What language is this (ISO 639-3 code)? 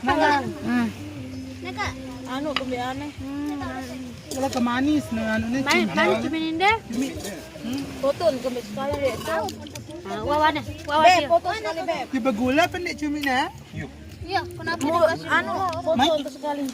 sas